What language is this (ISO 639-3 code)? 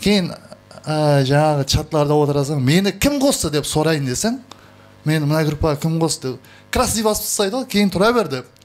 kaa